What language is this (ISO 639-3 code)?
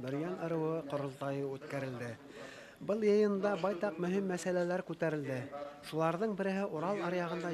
bak